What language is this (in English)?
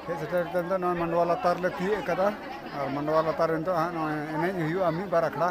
Santali